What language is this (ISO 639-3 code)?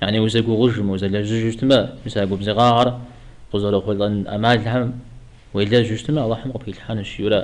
kbd